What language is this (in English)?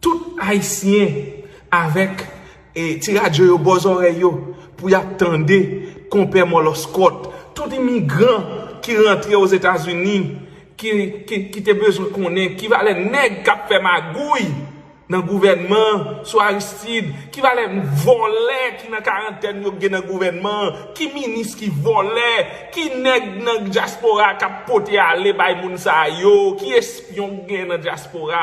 Haitian Creole